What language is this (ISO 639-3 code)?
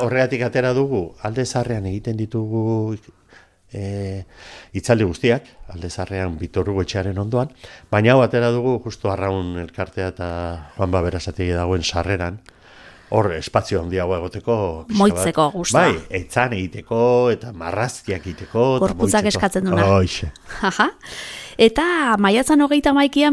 eus